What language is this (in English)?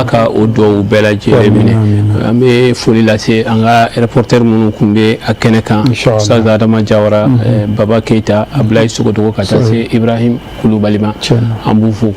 Bambara